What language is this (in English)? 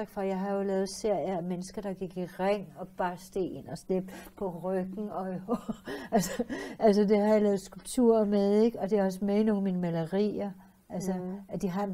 Danish